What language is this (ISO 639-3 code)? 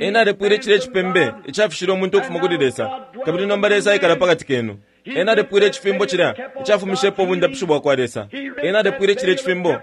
bem